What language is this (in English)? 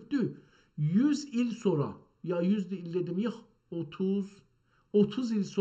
South Azerbaijani